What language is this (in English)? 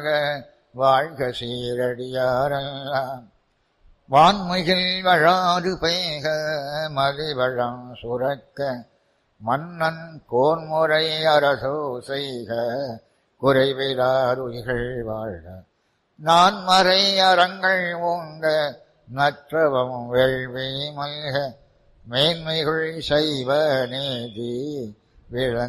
Tamil